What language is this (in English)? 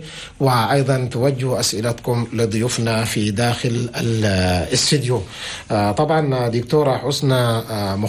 Chadian Arabic